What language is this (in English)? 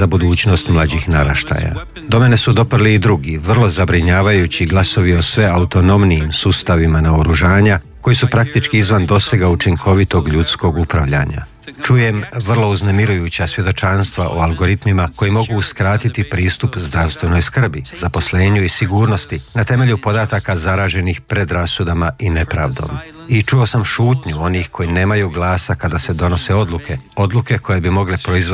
Croatian